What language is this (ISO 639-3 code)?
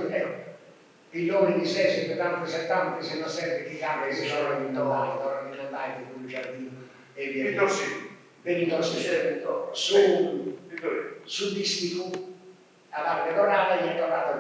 srd